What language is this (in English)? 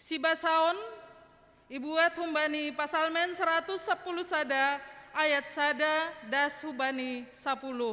Batak Simalungun